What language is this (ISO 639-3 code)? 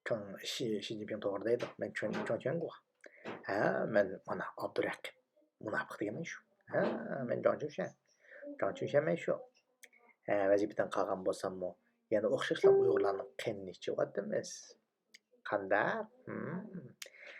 uig